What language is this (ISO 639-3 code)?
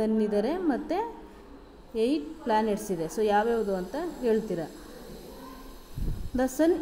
kan